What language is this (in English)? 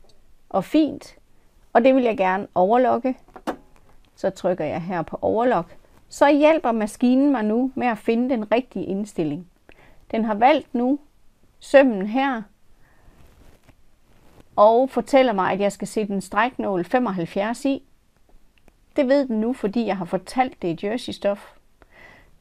Danish